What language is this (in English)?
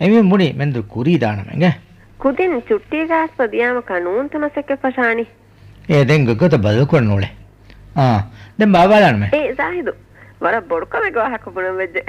Divehi